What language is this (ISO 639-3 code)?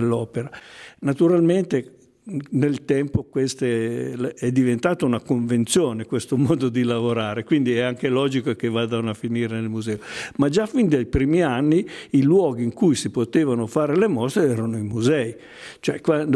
ita